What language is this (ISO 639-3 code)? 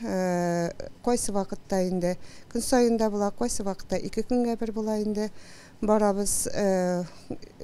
tat